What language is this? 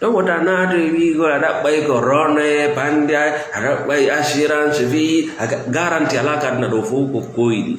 Fula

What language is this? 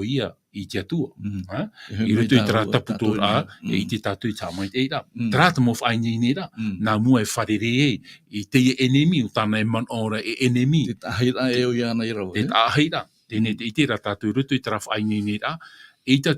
Tahitian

